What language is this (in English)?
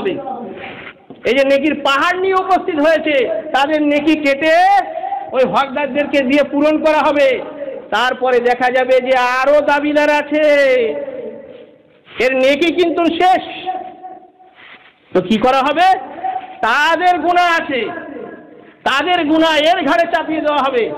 Bangla